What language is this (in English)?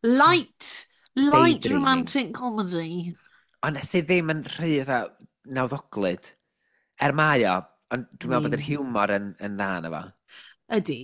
Welsh